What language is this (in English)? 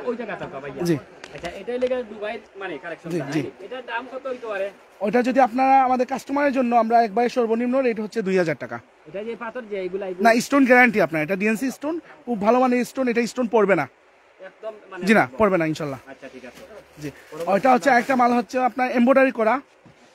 Sylheti